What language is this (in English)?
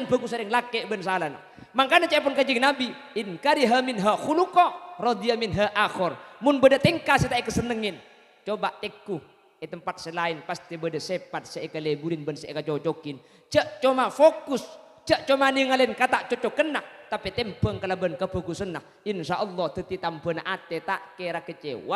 Madurese